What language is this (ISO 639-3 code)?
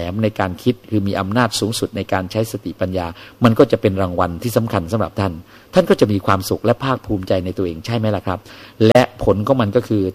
tha